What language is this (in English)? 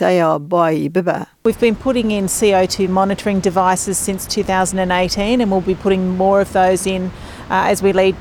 Kurdish